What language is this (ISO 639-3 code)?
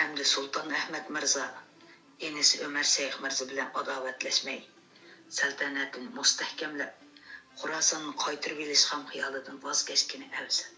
uig